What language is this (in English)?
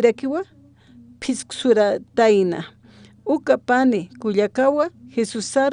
Aymara